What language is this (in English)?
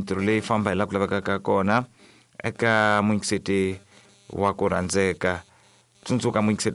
Tsonga